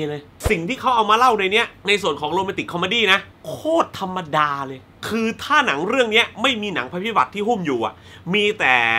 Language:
Thai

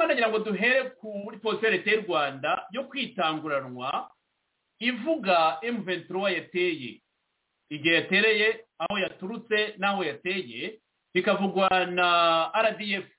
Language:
Kinyarwanda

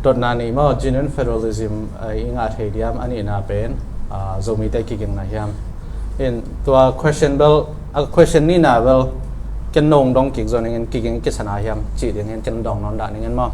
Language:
Tedim Chin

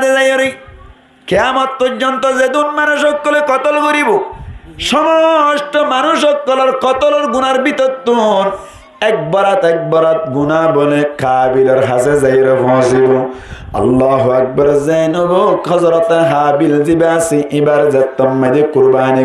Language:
Rohingya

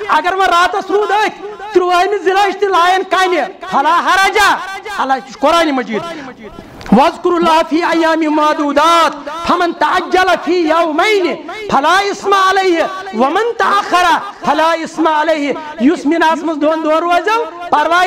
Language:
Kashmiri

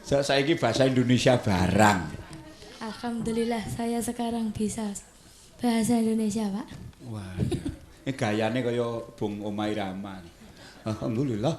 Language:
Javanese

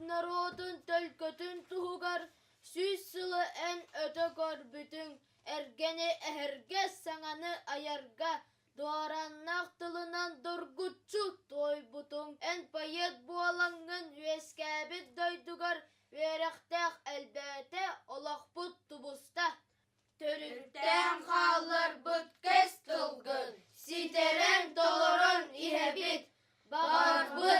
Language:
Yakut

